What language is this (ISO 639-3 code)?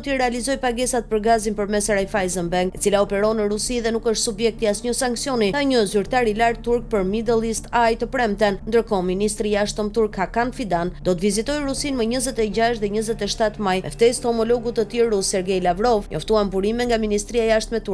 sqi